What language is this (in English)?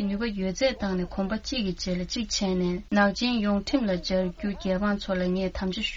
Tibetan